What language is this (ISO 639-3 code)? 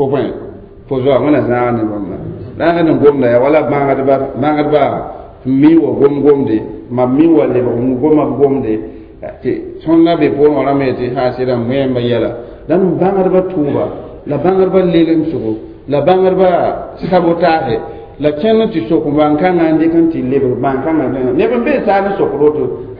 mos